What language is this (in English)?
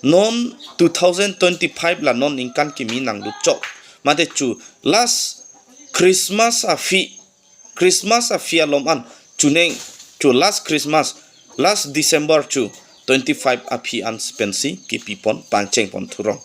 Karbi